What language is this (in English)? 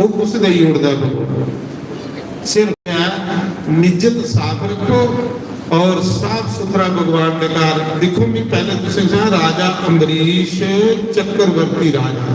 Dogri